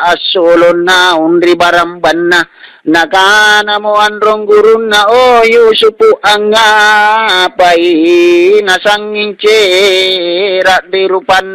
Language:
Makasar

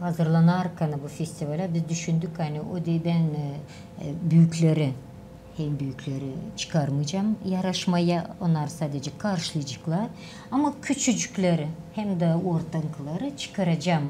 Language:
Gagauz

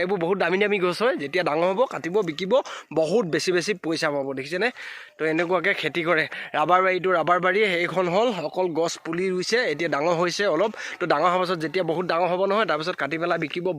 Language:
Assamese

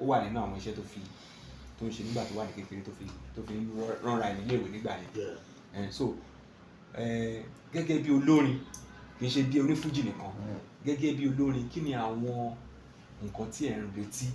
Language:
Yoruba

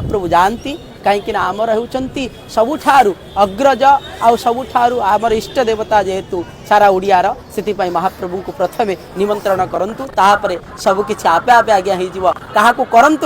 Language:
Odia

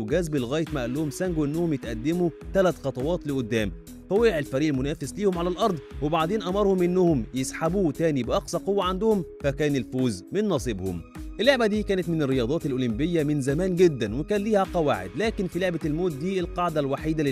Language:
Egyptian Arabic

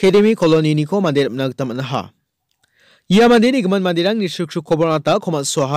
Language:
Garo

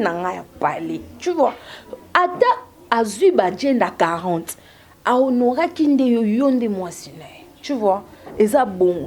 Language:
Lingala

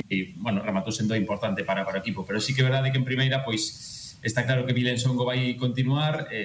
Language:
Galician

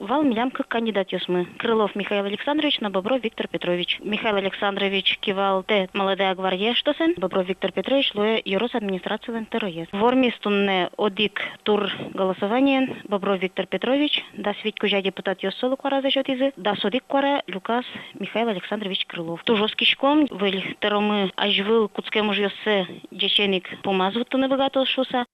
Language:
Udmurt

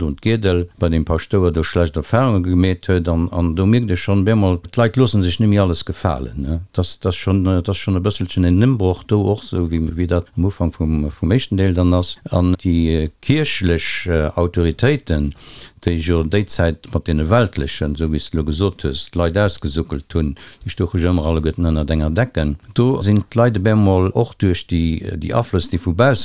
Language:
Luxembourgish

